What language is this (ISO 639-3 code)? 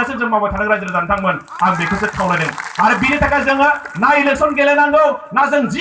brx